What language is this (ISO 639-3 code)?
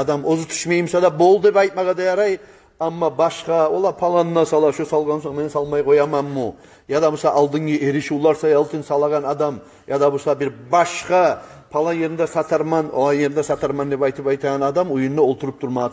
kum